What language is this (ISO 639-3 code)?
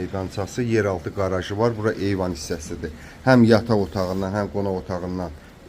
aze